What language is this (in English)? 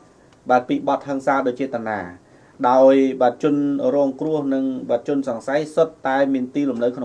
Khmer